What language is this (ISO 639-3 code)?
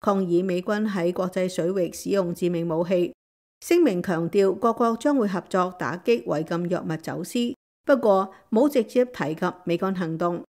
yue